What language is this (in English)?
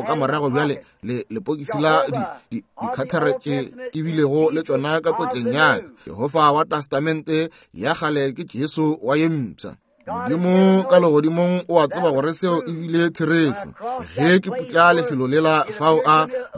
Northern Sotho